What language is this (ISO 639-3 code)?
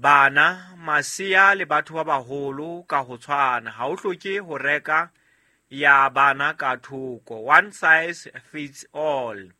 sot